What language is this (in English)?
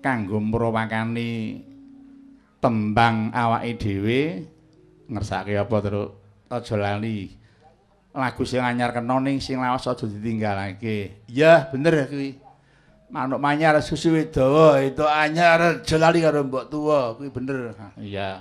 Javanese